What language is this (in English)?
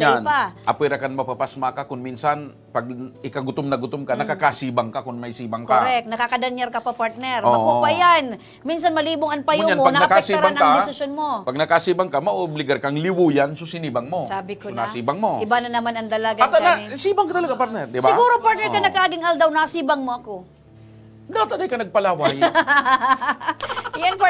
Bikol